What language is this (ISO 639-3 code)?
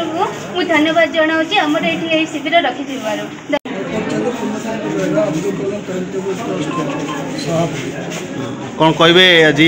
ori